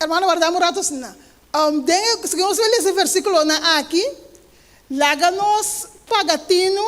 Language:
Papiamento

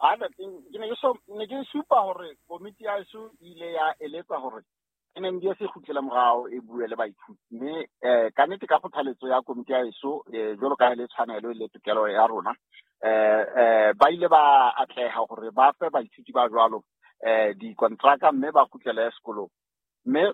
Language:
Southern Sotho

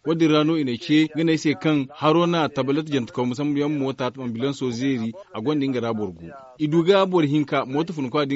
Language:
Zarma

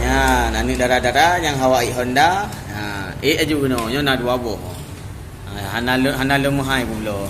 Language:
Achinese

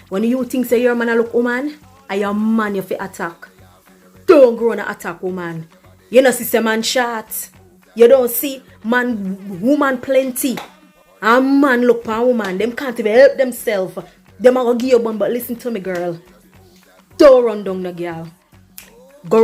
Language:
Jamaican Creole English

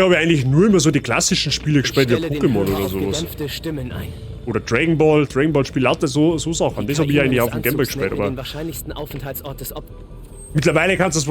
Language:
Bavarian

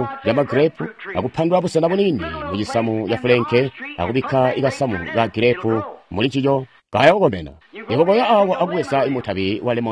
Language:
Tonga (Zambia)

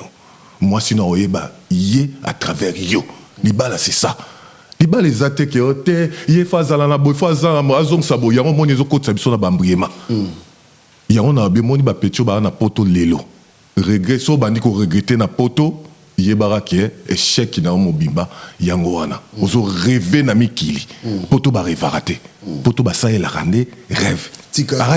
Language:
Lingala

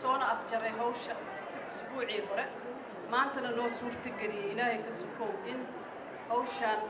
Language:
Somali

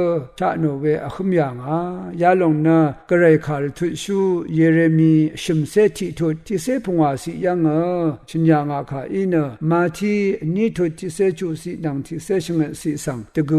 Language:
Rawang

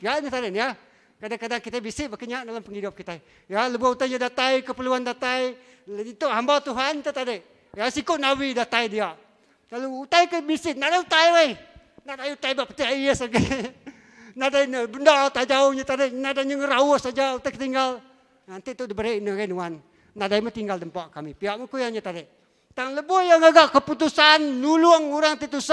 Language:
Iban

